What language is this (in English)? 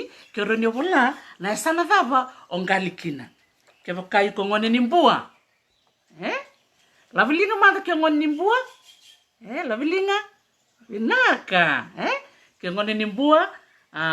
Fijian